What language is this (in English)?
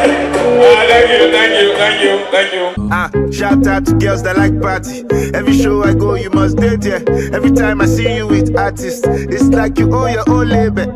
Nigerian Pidgin